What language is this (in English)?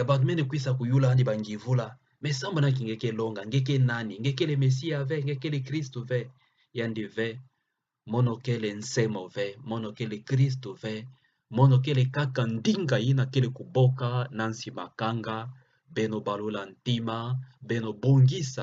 Kituba (Democratic Republic of Congo)